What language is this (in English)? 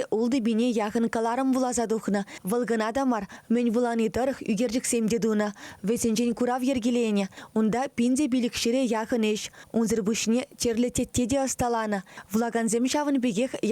Chuvash